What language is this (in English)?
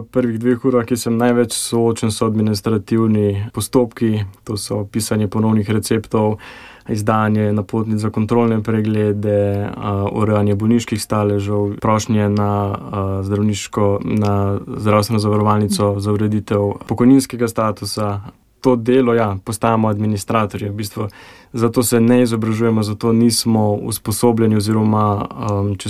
Slovenian